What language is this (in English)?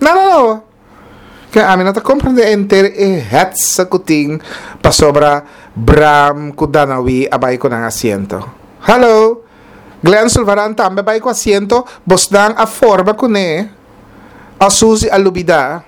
Papiamento